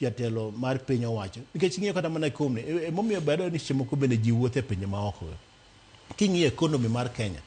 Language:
Luo (Kenya and Tanzania)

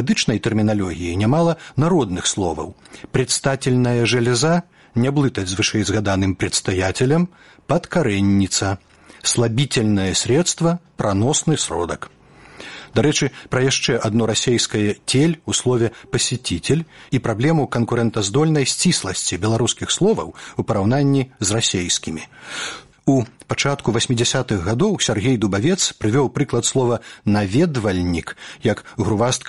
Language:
Belarusian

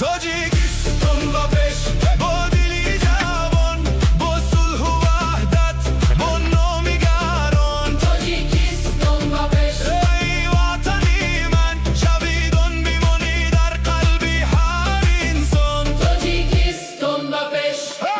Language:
Tajik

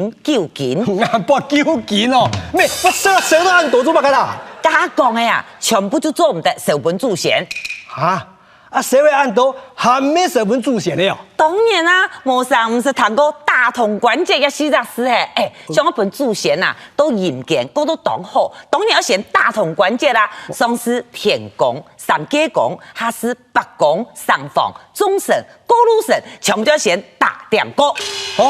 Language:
Hakka Chinese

